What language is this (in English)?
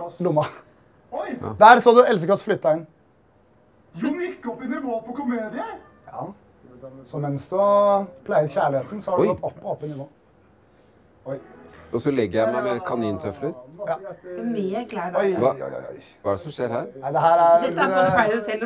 Norwegian